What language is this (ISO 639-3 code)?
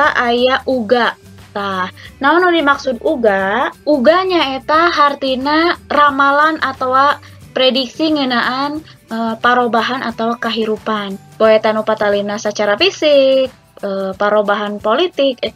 sun